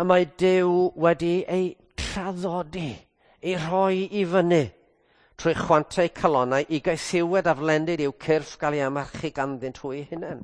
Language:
Welsh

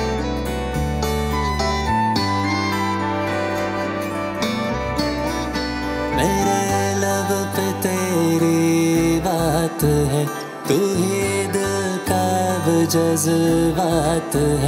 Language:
Hindi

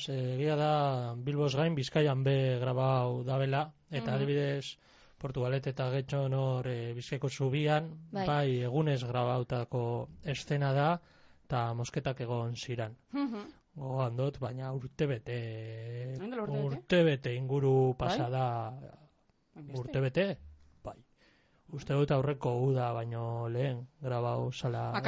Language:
Basque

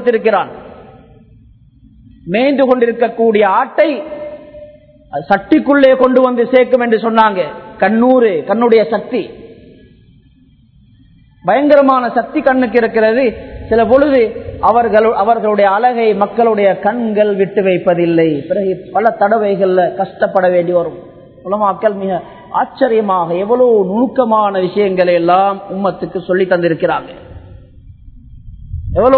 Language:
Tamil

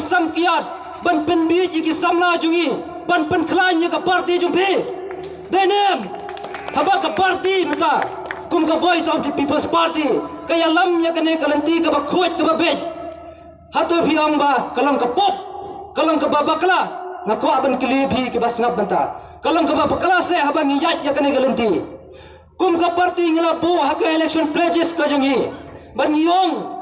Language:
Khasi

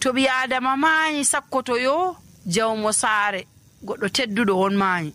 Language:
Nigerian Fulfulde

